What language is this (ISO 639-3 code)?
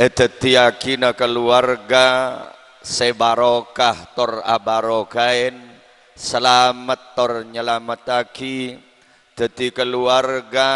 mad